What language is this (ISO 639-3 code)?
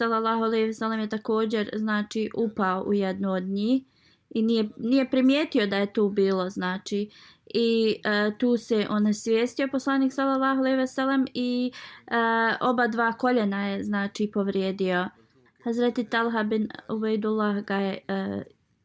bos